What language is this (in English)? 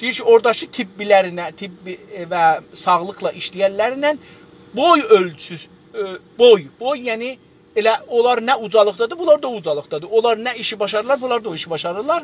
South Azerbaijani